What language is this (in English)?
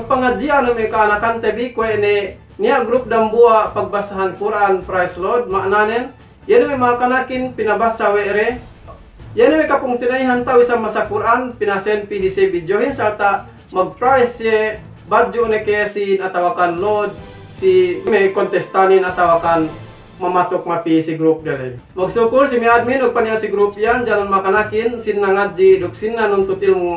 Yakan